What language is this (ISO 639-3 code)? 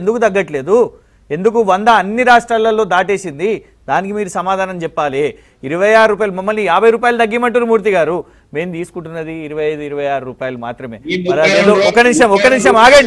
tel